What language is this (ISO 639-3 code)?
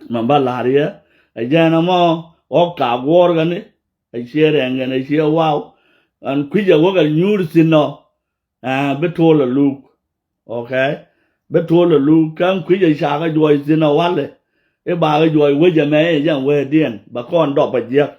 nus